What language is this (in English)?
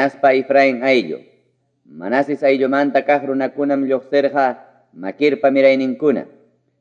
Ayacucho Quechua